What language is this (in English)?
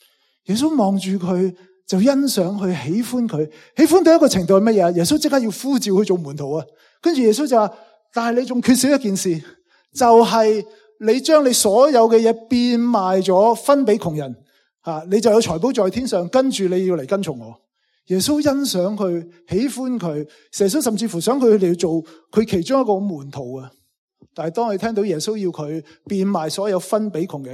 Cantonese